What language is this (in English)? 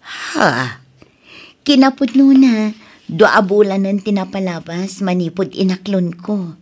Iloko